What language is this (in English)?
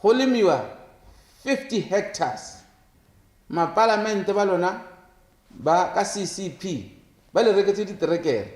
Tswana